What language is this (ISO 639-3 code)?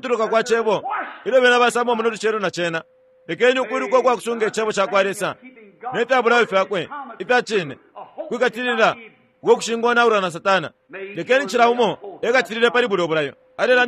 bem